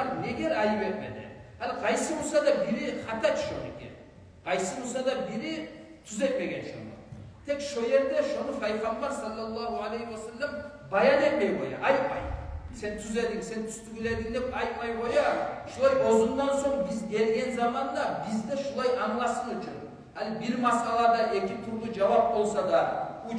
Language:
Kumyk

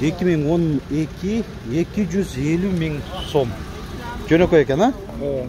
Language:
Kyrgyz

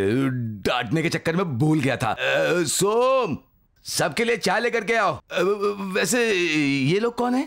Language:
Hindi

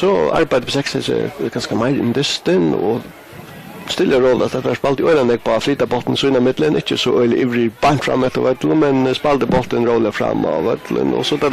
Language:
Faroese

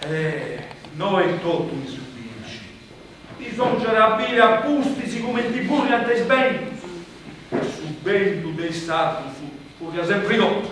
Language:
Sardinian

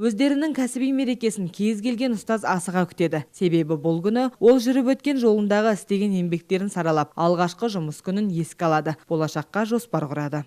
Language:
Kazakh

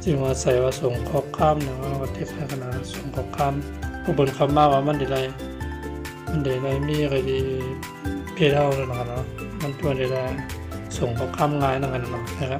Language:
Shan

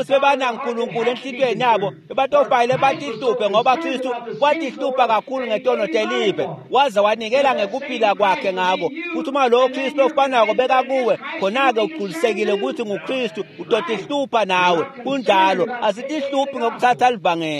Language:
Swati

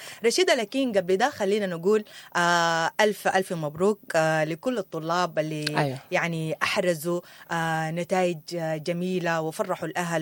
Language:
Sudanese Arabic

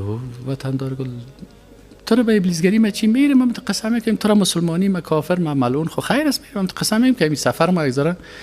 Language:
Tajik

